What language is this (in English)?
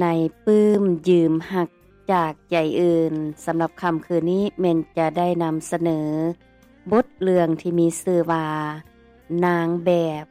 Lao